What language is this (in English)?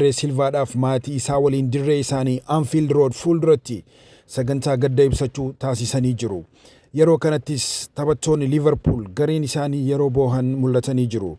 Oromo